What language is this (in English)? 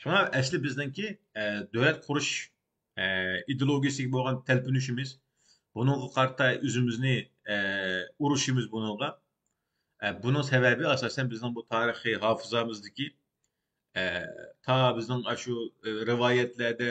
Uyghur